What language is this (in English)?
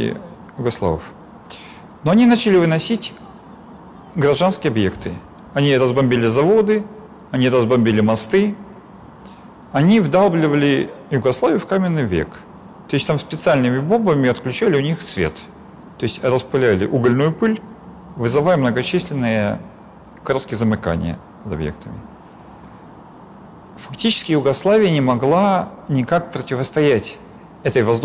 Russian